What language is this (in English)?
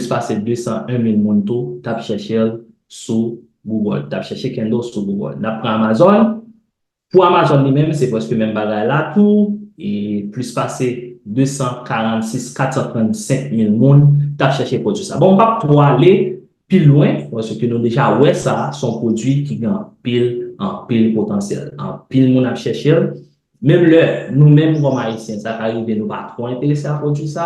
Haitian Creole